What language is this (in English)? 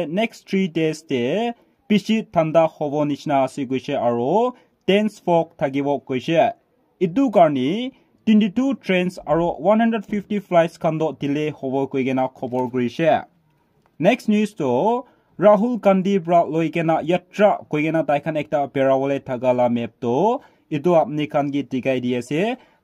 Naga Pidgin